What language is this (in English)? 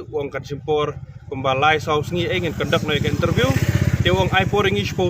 Khasi